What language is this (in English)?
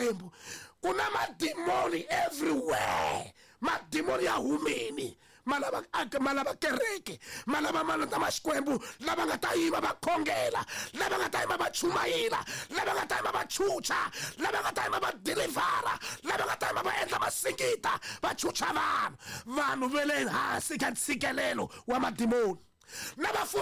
Tsonga